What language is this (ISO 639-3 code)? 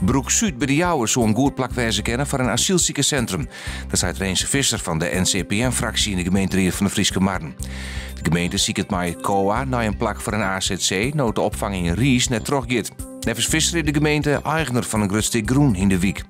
fry